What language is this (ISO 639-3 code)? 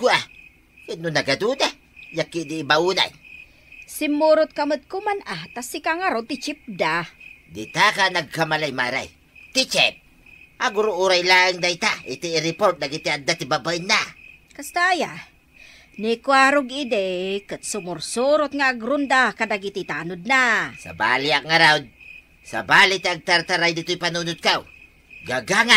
ilo